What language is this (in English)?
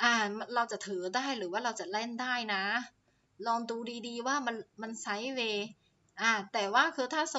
Thai